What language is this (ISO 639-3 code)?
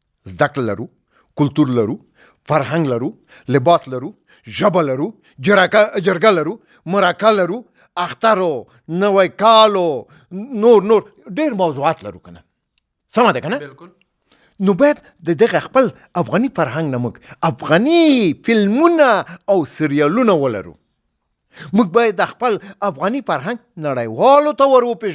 pus